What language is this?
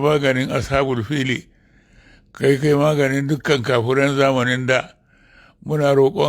Hausa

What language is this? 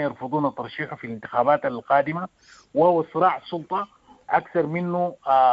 Sudanese Arabic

